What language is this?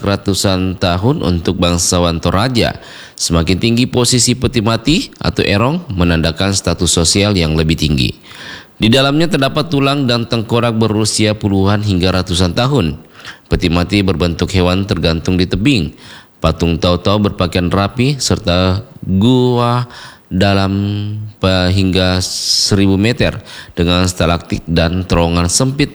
Indonesian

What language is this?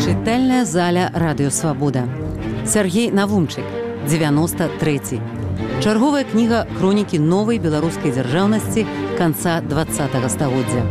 Belarusian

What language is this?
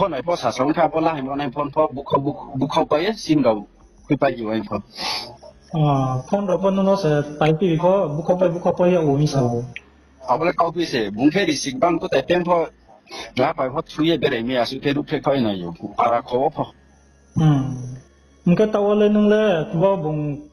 Riang (India)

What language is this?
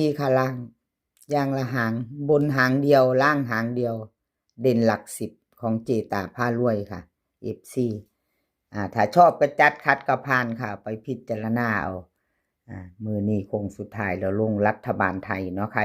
Northeastern Thai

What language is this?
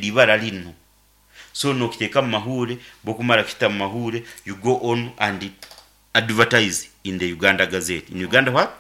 Nyankole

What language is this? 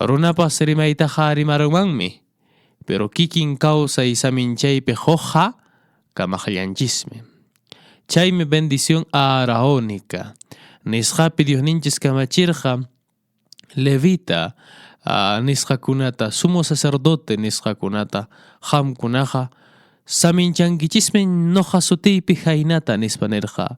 Quechua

